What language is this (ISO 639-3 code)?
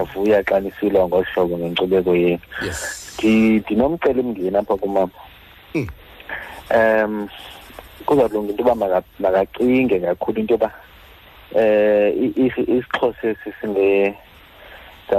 xho